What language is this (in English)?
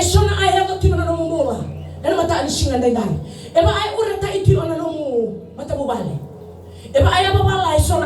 Fijian